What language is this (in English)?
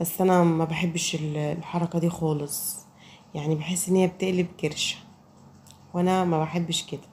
Egyptian Arabic